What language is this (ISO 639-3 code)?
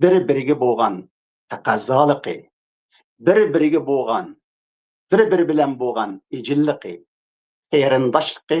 uig